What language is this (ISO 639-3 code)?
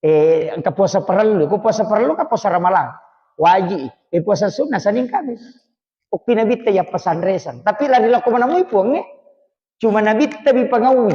bug